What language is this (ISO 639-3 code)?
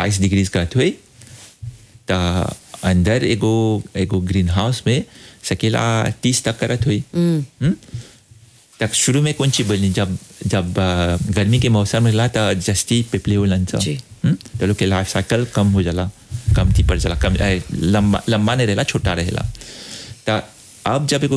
bho